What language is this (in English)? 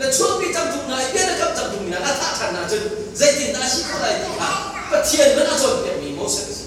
Hakha Chin